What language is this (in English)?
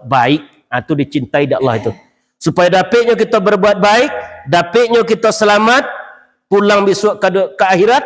Minangkabau